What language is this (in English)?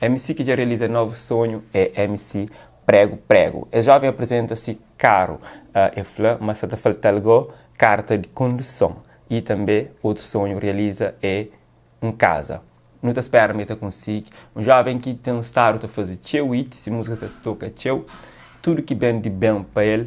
Kabuverdianu